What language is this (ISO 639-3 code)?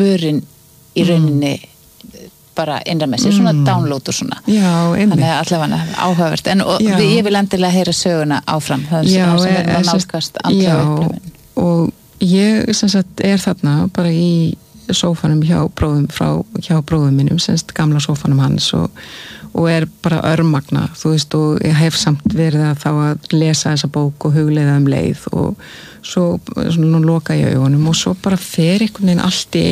isl